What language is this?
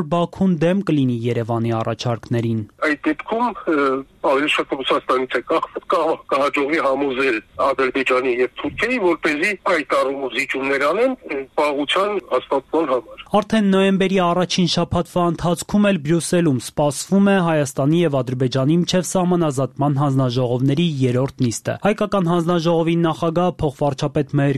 Armenian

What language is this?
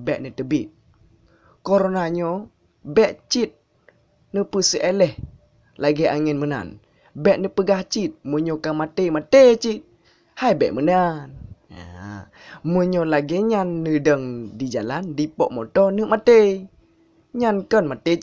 Achinese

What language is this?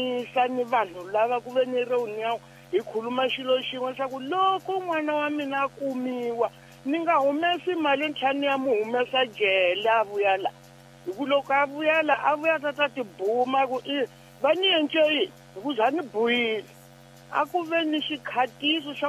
Tsonga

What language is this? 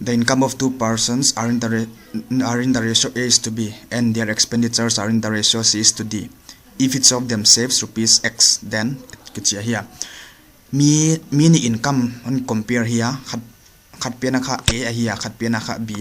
Paite Chin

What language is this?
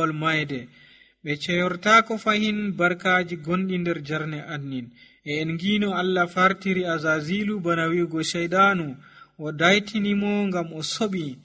Nigerian Fulfulde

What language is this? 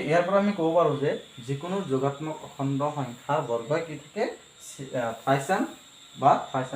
Assamese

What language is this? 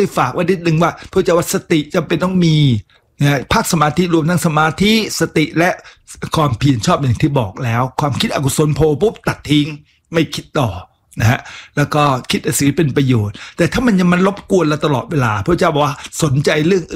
Thai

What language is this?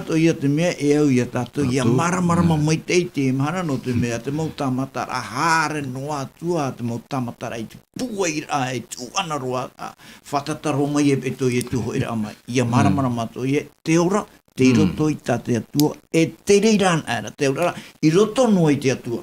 Tahitian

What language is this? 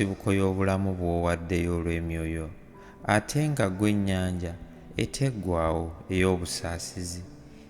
Ganda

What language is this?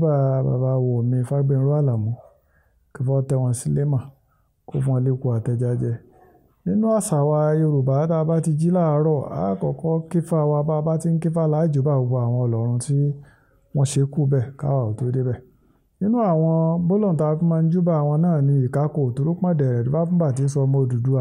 Yoruba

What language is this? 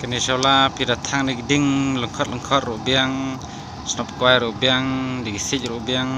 Khasi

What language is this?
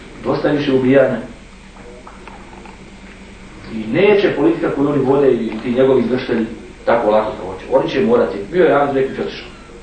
Bosnian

